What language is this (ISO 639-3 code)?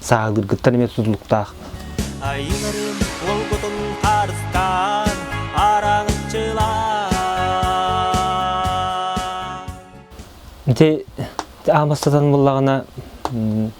sah